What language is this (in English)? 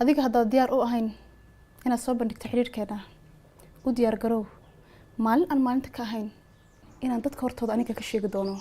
Somali